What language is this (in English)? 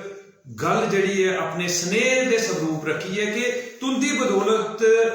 Dogri